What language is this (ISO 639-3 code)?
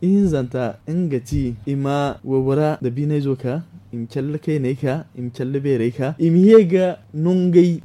dje